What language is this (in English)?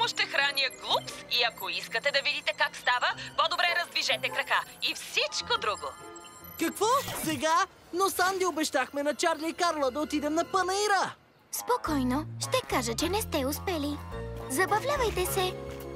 Bulgarian